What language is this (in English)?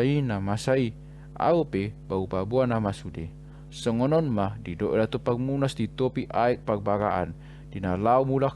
Batak Toba